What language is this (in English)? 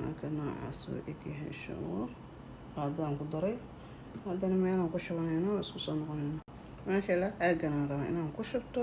Somali